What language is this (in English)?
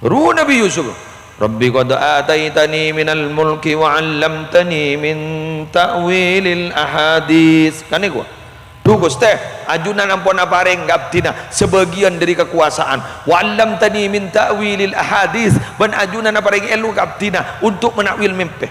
Madurese